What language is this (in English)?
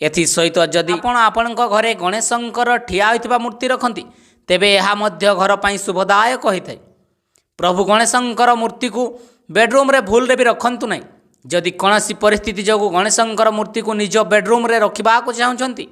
Odia